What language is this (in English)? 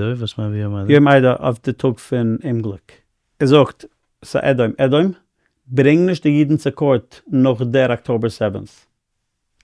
Yiddish